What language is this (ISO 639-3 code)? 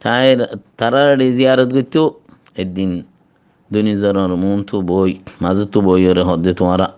rhg